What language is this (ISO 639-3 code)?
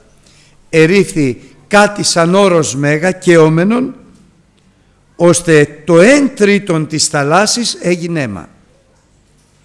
ell